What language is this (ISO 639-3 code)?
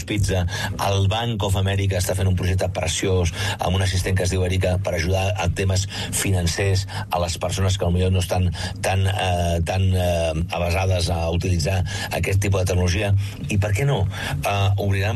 cat